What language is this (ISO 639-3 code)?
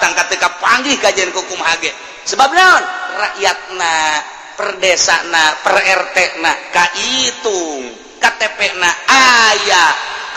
sun